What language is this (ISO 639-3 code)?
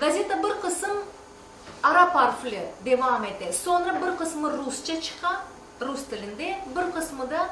crh